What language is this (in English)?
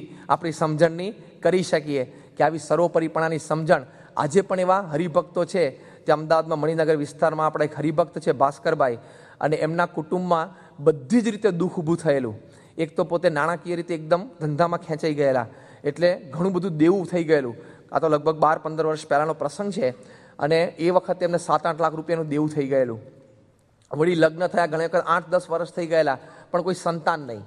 Gujarati